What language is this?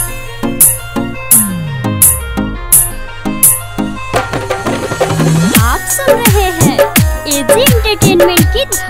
Bhojpuri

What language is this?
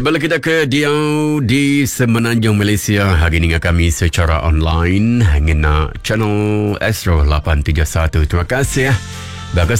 Iban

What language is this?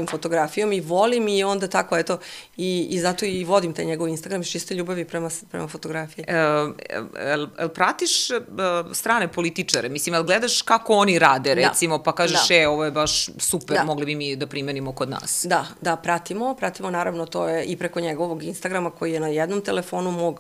Serbian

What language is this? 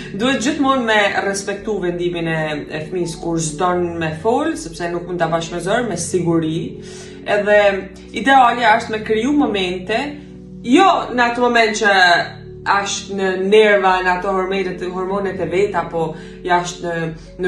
Albanian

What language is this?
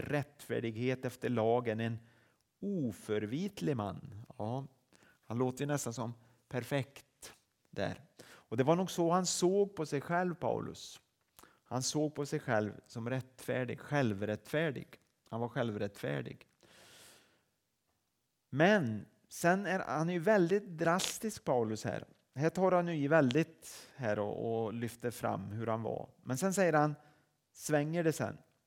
Swedish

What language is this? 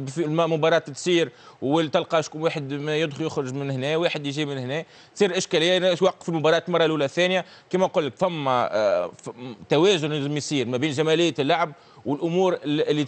Tunisian Arabic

